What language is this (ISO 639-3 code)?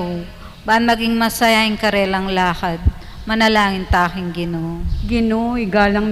pam